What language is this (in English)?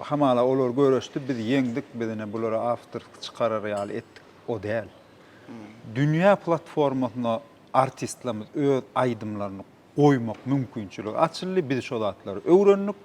Turkmen